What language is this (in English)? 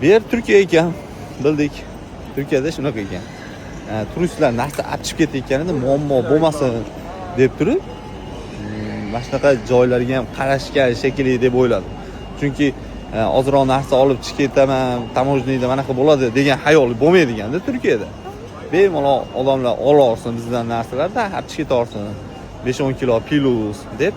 Uzbek